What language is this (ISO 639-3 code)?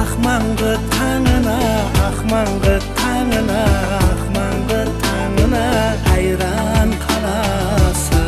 kaa